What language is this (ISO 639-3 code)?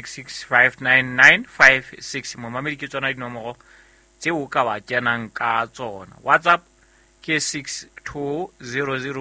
sot